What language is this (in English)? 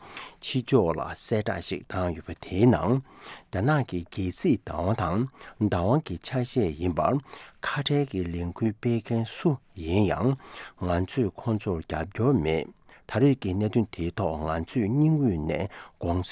Tibetan